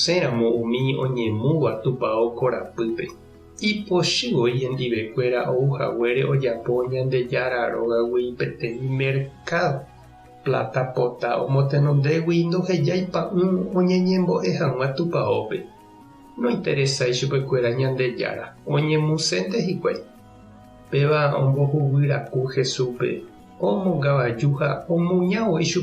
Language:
Guarani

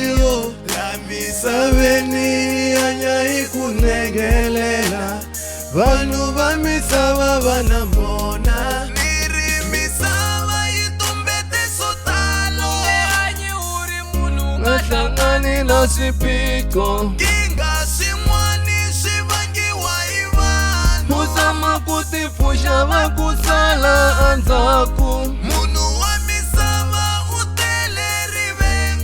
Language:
Tsonga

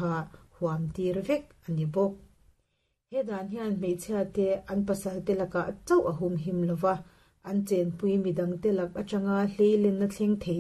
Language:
Mizo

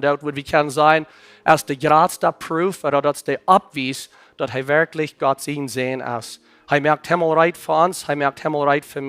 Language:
Plautdietsch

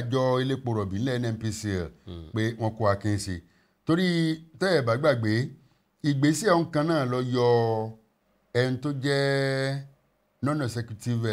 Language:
Yoruba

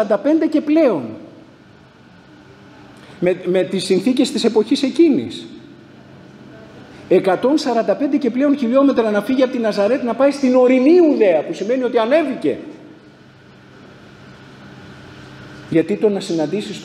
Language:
Greek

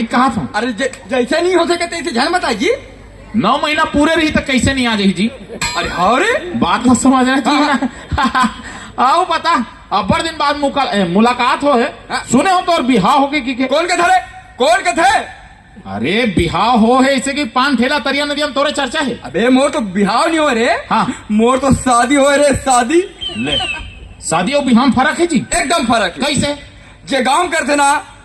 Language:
Chhattisgarhi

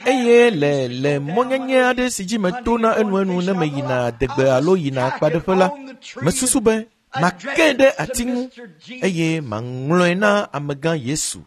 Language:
Ewe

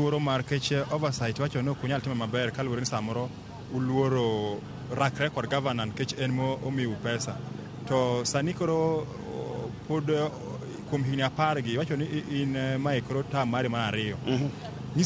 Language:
Luo (Kenya and Tanzania)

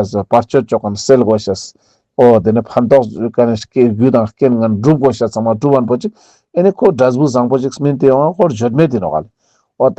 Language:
Ladakhi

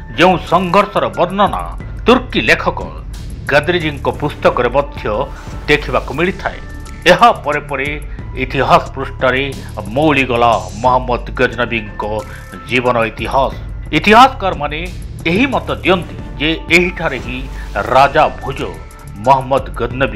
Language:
Odia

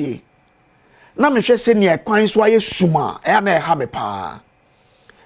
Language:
Akan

